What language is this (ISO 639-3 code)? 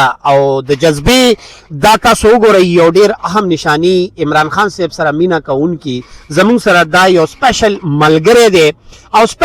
pus